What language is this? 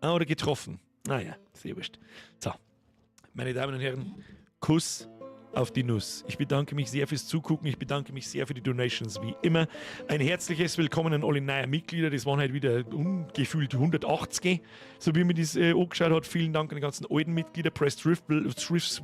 Bavarian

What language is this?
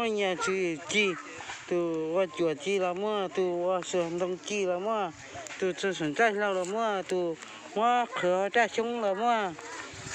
Hmong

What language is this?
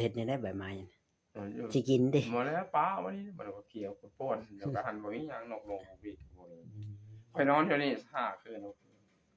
Northeastern Thai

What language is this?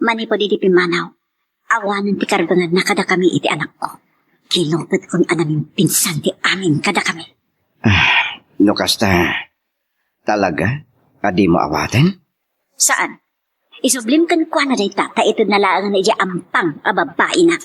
Iloko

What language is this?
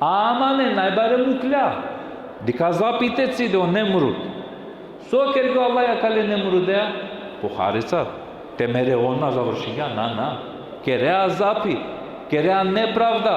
Balkan Romani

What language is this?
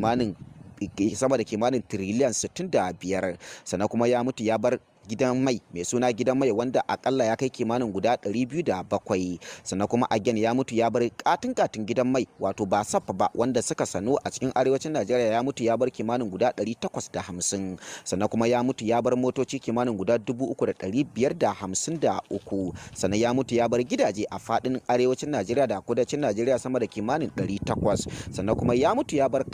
Hausa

